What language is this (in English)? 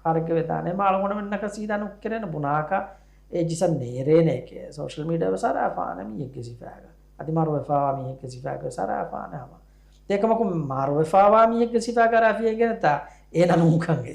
Divehi